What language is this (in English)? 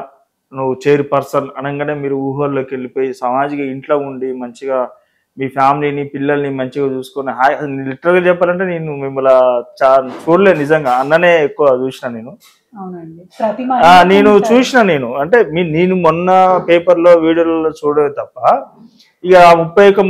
Telugu